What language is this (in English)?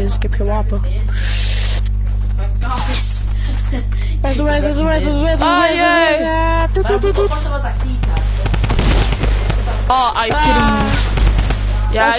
Dutch